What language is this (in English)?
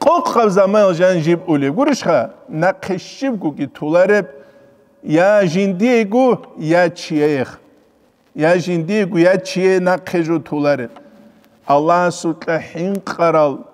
Avaric